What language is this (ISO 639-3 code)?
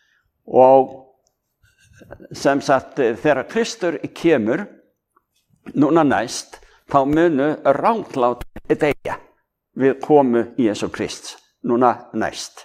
isl